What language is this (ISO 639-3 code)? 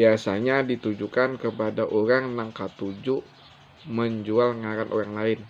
bjn